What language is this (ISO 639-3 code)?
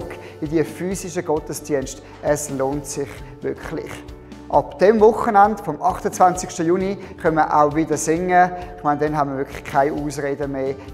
gsw